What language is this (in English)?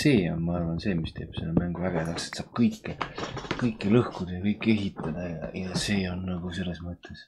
Estonian